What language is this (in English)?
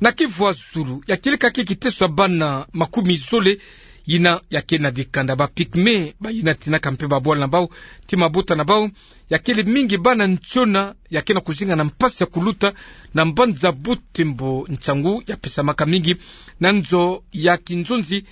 Kituba (Democratic Republic of Congo)